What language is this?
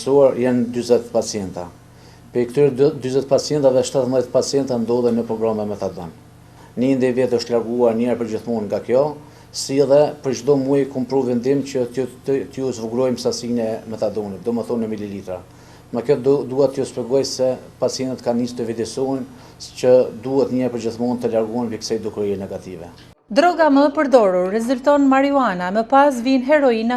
Albanian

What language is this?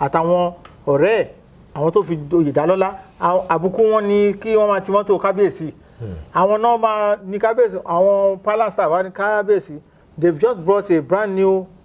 Yoruba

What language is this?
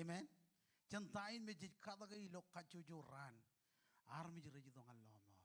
Marshallese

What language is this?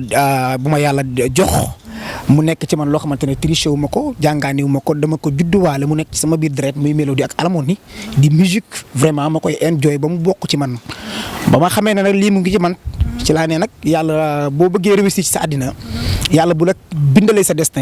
Wolof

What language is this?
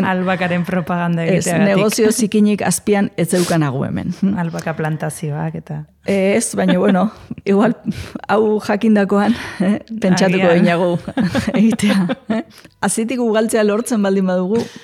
Basque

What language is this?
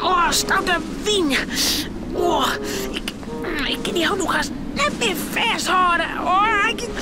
Western Frisian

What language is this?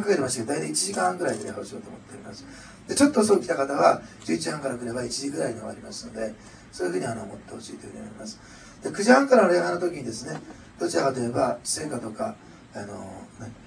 Japanese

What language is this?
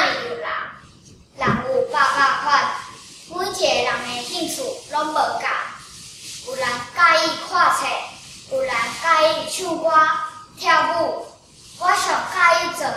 Min Nan Chinese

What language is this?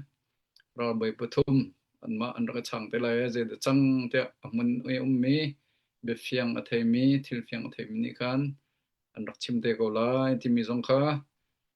Hakha Chin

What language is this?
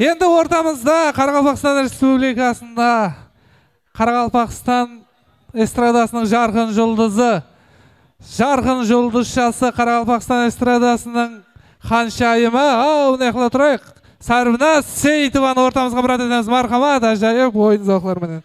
Kara-Kalpak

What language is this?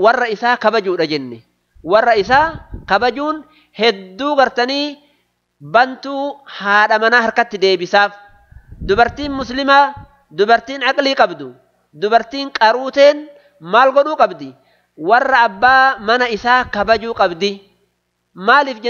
Oromo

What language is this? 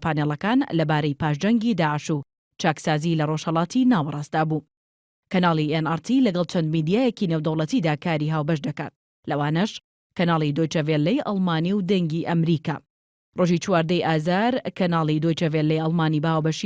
Central Kurdish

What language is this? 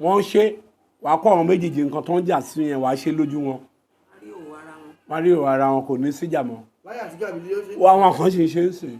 Yoruba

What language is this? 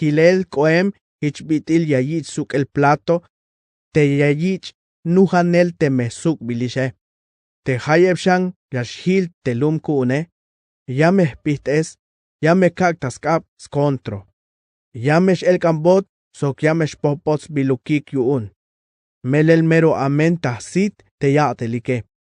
Tzeltal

